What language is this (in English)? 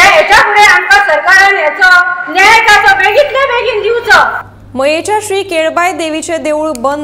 Konkani